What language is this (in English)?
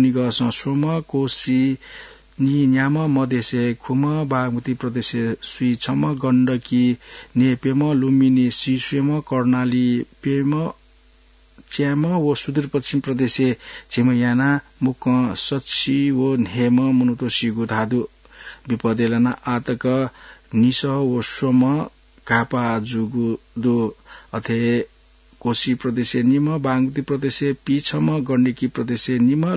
Newari